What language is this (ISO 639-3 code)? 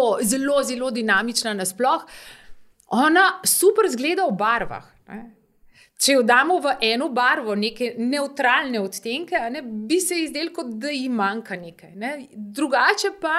slv